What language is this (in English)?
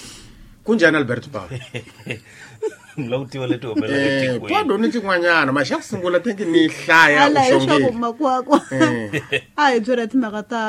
Tsonga